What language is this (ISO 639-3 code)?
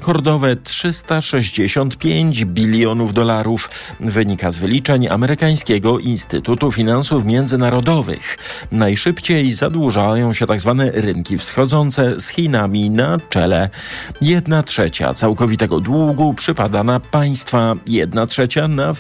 pol